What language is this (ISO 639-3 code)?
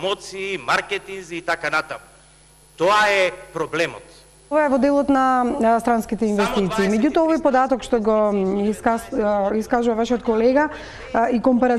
mkd